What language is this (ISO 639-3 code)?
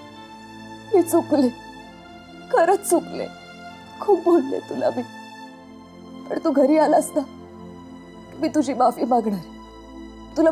mar